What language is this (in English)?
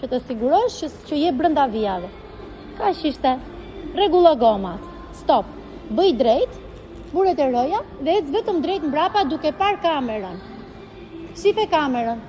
Albanian